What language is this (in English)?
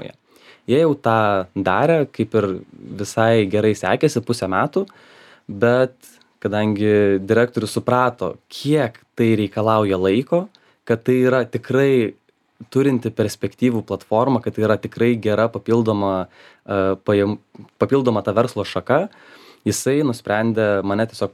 Lithuanian